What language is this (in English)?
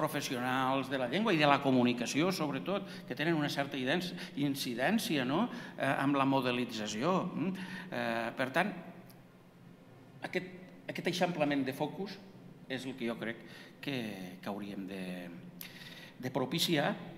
Catalan